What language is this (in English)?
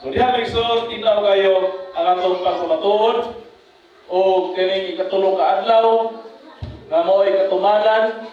Cebuano